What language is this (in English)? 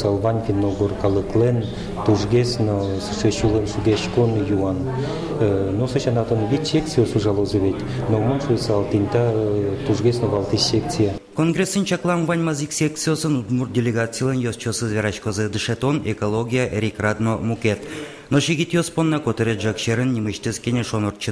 Udmurt